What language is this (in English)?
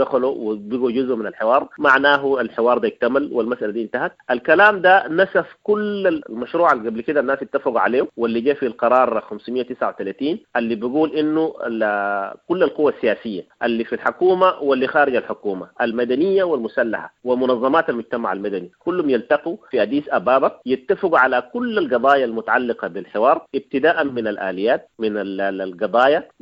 Sudanese Arabic